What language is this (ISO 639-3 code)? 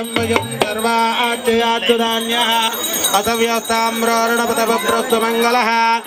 tel